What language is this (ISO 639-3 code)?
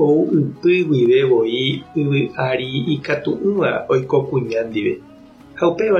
grn